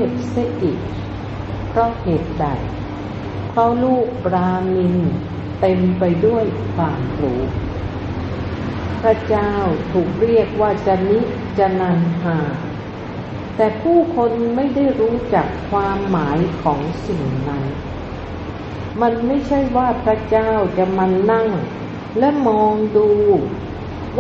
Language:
Thai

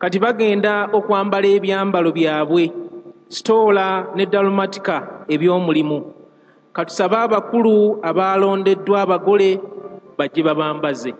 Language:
Ganda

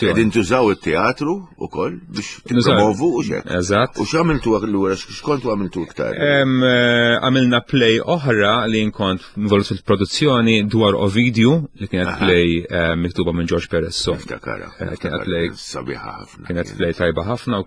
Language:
Maltese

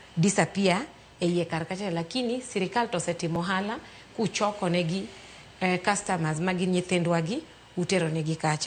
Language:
Luo (Kenya and Tanzania)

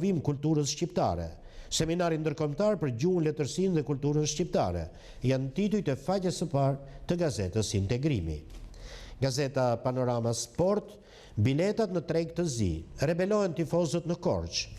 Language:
Albanian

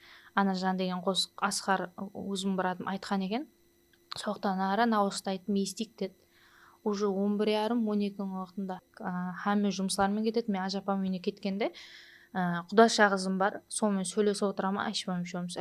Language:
Kara-Kalpak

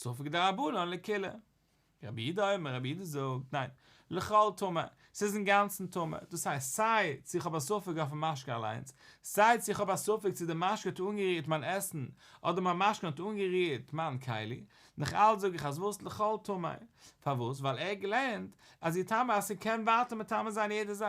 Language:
Yiddish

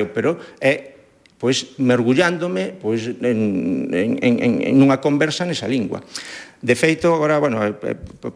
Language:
Galician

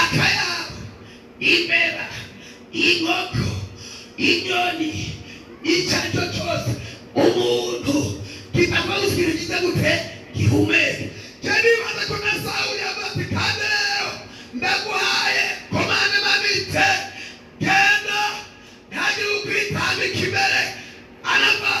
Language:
Rundi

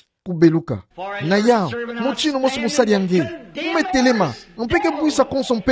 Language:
Kituba (Democratic Republic of Congo)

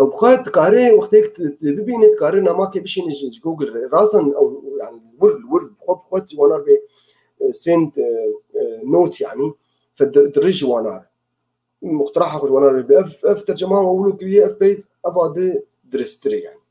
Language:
Kurdish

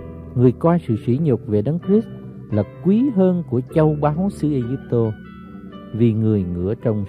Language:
Vietnamese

